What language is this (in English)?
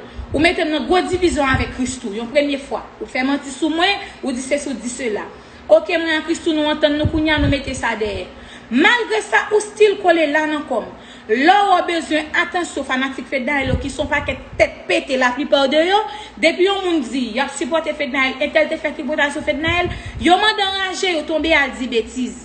Haitian Creole